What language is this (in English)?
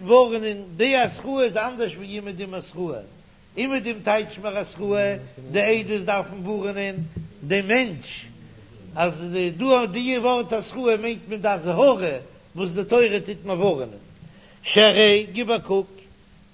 Yiddish